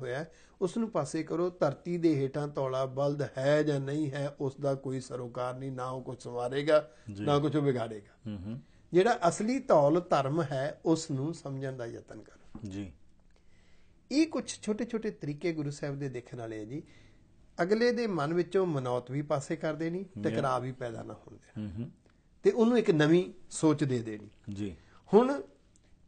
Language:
Punjabi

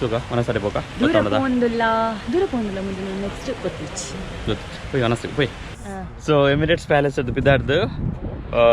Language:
Tulu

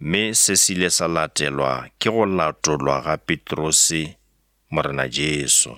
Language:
Northern Sotho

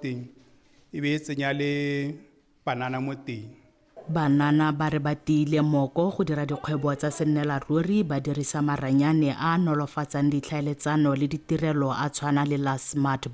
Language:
Tswana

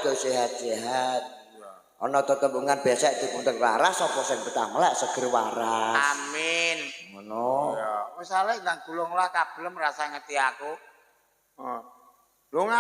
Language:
Javanese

